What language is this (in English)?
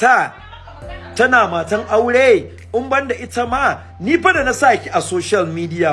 Hausa